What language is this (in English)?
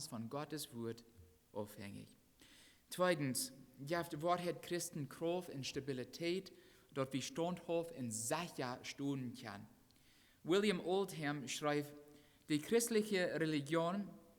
Plautdietsch